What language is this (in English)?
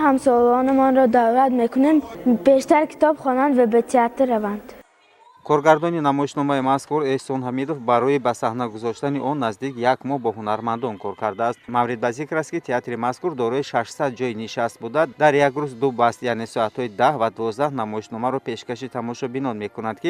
Tajik